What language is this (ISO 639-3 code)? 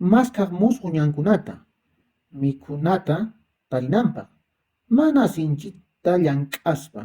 que